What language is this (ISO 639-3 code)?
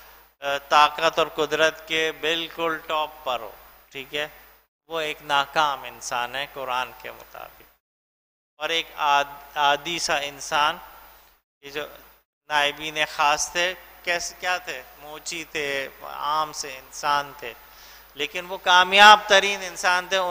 urd